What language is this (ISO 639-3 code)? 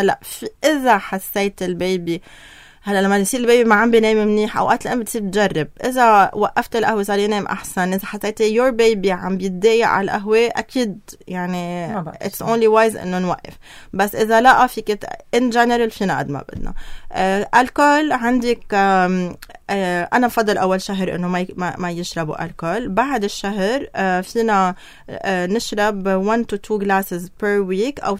apc